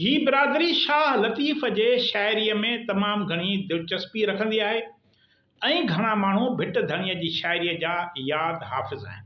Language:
Sindhi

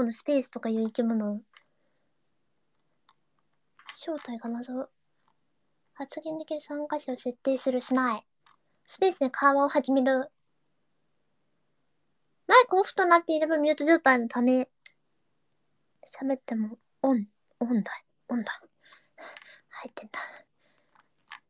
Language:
Japanese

